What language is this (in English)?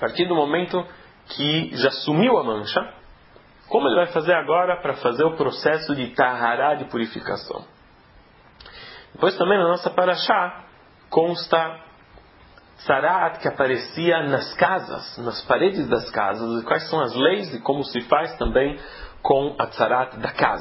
Portuguese